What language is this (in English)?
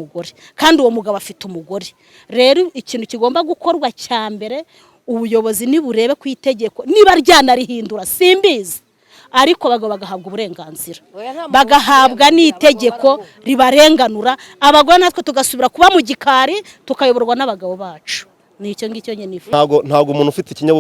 Kinyarwanda